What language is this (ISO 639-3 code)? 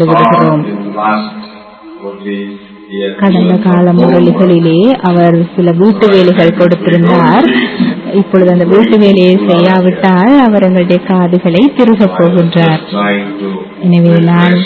tam